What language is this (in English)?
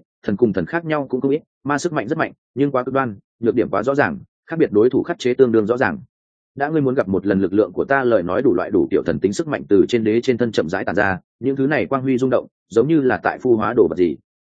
Vietnamese